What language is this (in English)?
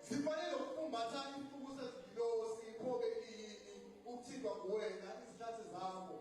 Zulu